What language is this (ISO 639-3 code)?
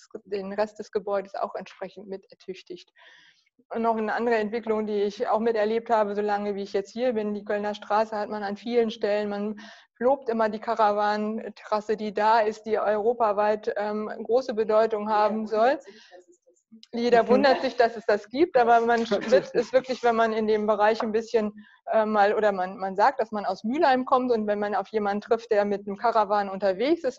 deu